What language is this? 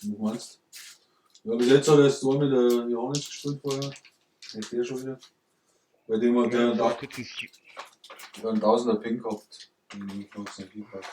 Bavarian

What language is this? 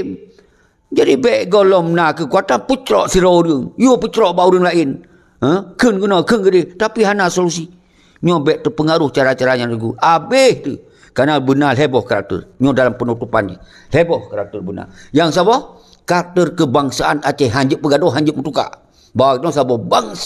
Achinese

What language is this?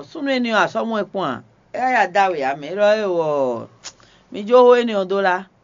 Fon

